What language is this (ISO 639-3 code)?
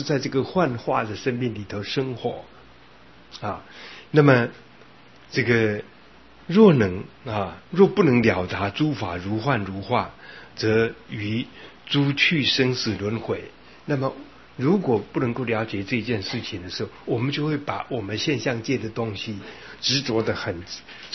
zho